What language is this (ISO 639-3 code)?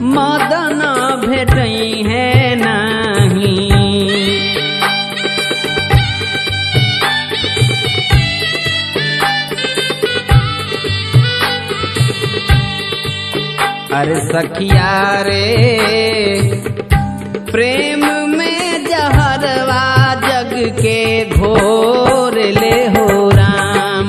bho